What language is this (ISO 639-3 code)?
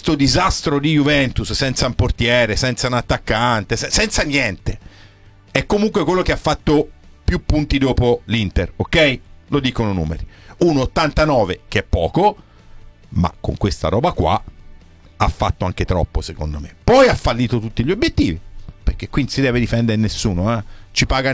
ita